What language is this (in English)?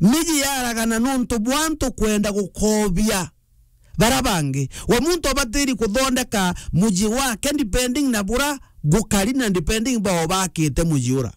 Meru